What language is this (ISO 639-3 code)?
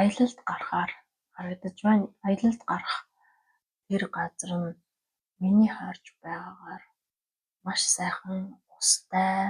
mon